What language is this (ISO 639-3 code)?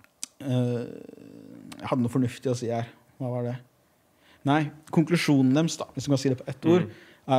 nor